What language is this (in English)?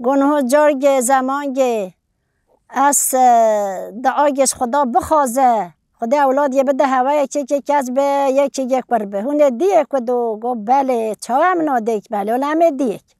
Kurdish